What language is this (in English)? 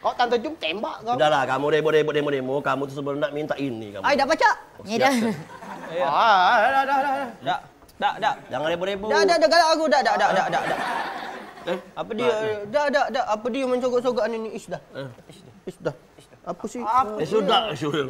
Musi